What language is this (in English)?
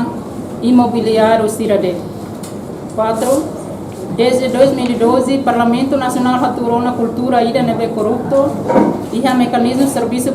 Tetum